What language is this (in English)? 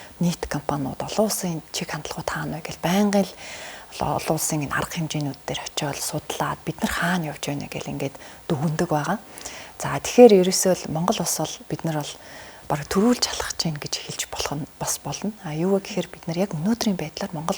Mongolian